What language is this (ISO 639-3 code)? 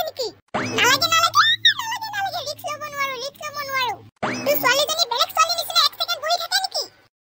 asm